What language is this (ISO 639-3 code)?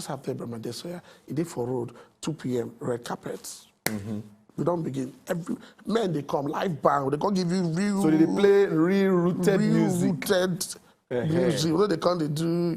pcm